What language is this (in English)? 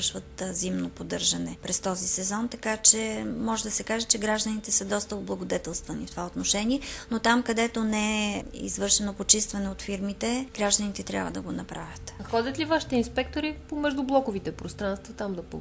Bulgarian